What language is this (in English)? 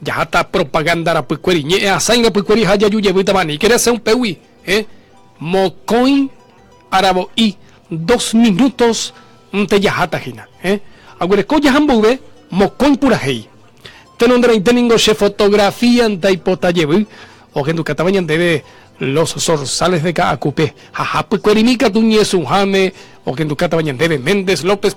Guarani